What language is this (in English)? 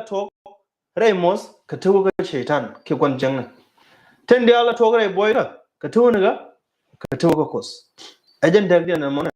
Nuer